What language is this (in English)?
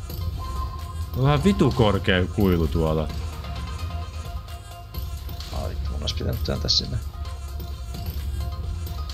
Finnish